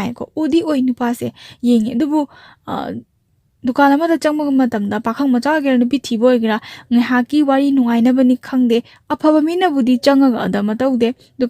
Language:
Manipuri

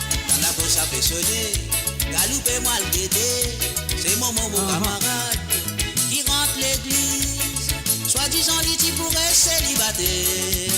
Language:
Morisyen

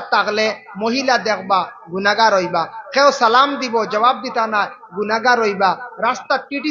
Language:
Sylheti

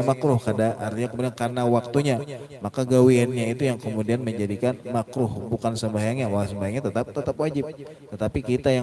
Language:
Banjar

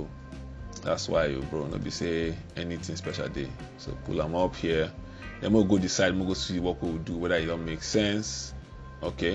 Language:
Nigerian Pidgin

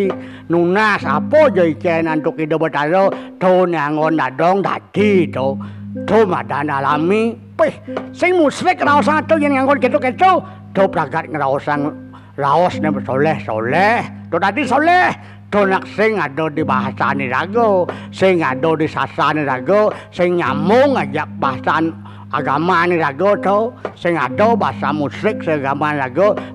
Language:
Balinese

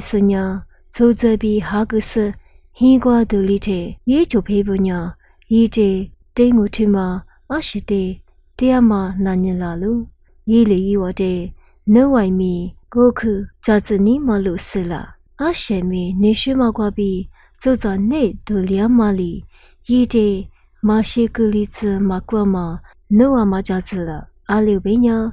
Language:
Lisu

